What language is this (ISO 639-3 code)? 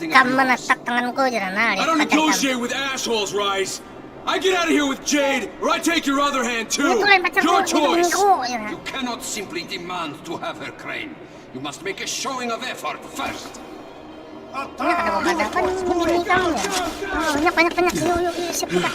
bjn